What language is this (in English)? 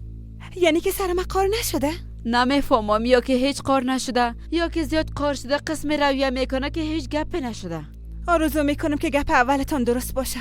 Persian